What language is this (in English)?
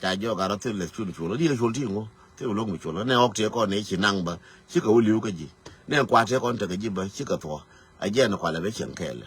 Nuer